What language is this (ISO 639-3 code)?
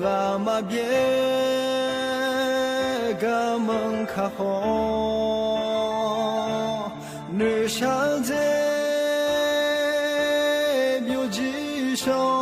ahk